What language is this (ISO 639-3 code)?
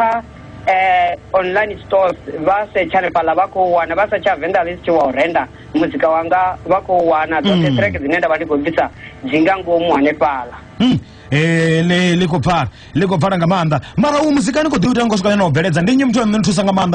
ven